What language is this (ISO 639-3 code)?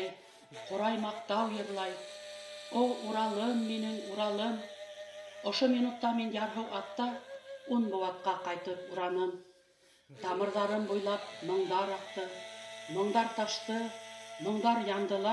bak